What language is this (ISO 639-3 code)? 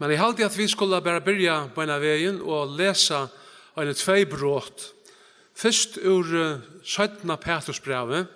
fao